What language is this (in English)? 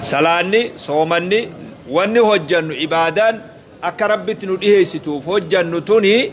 Oromo